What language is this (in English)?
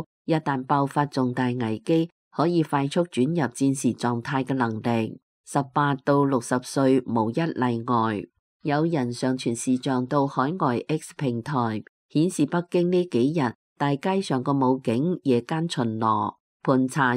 Cantonese